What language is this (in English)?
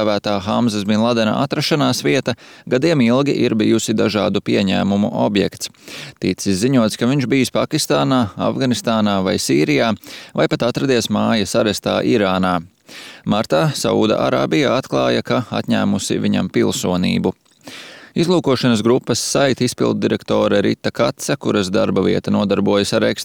Latvian